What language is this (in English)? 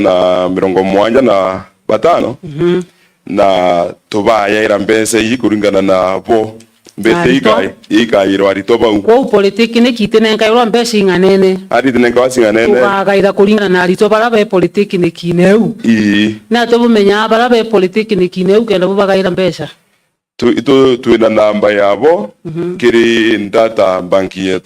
Meru